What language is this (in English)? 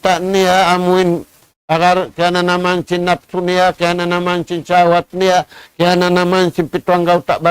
Tausug